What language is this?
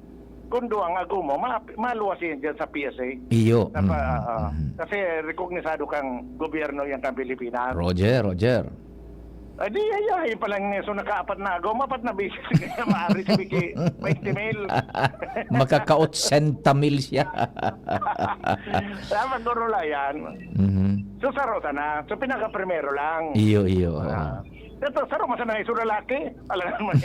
Bikol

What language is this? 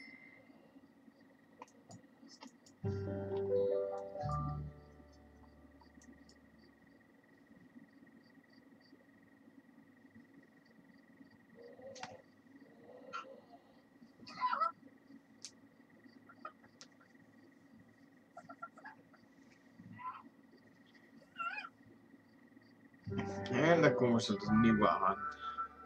Dutch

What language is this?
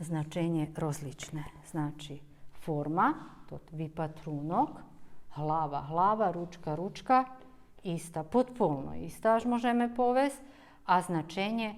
Rusyn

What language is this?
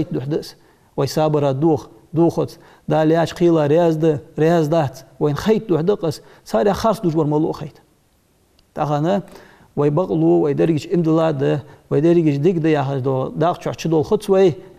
Ingush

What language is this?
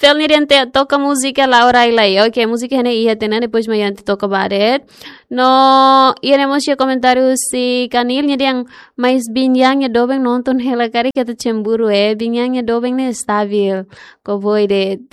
Tetum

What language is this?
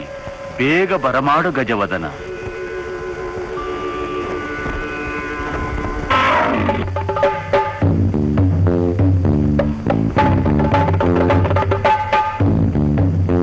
Kannada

